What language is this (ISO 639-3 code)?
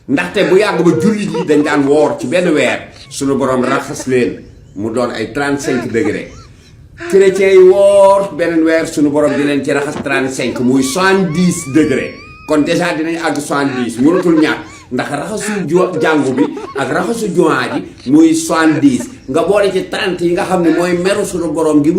wol